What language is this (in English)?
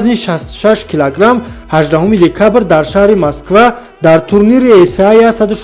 Tajik